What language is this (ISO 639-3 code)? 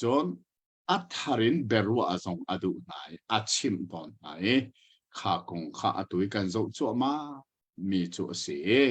cnh